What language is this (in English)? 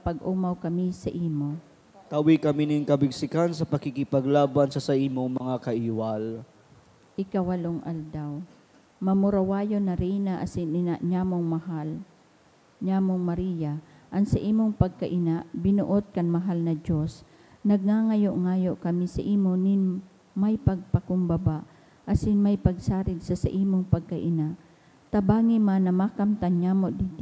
Bikol